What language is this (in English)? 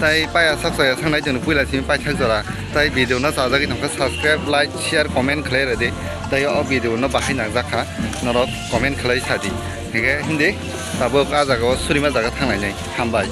Kok Borok